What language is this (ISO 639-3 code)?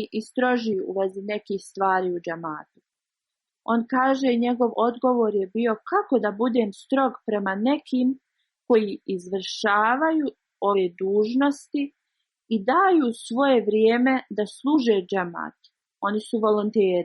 bos